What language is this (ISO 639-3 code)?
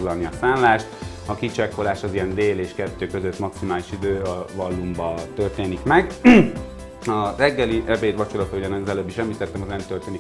hun